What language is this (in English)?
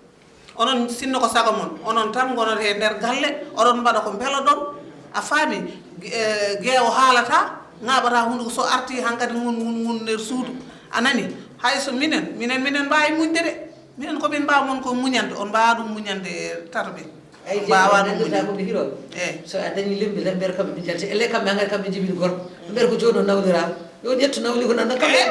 Fula